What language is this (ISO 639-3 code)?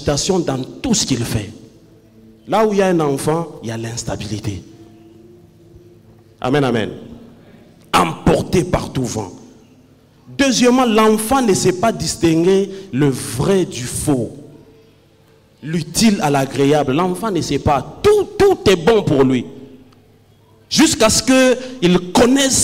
fra